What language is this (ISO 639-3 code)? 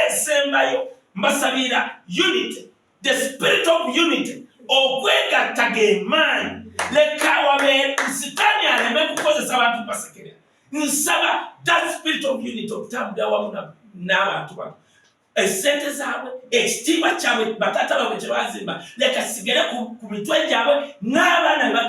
lug